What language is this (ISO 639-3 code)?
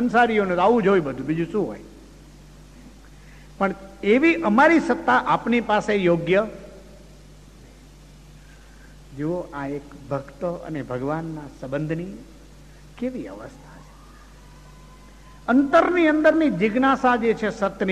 guj